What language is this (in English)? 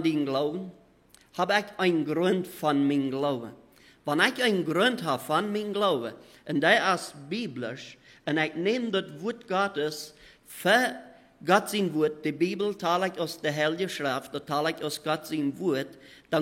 Plautdietsch